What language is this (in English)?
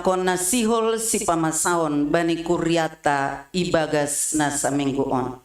Batak Simalungun